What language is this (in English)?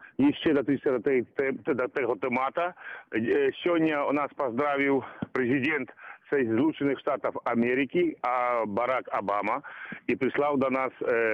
Belarusian